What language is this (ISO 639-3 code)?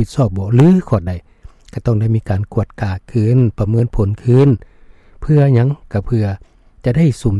lao